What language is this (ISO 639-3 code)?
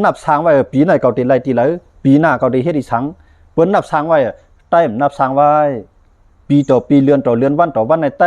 shn